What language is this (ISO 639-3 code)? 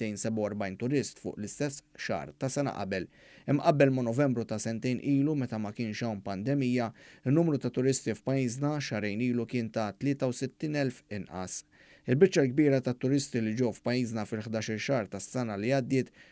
mlt